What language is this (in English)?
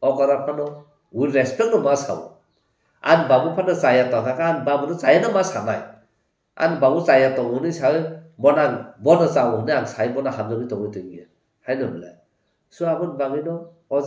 Kok Borok